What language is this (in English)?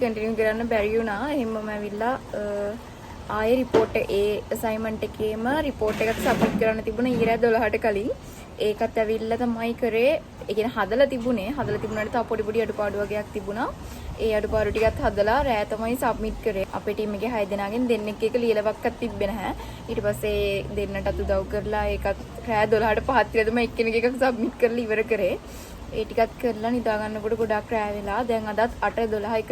Sinhala